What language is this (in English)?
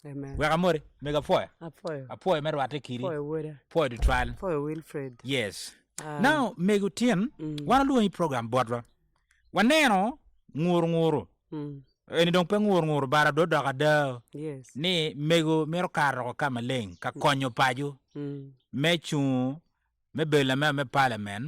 Acoli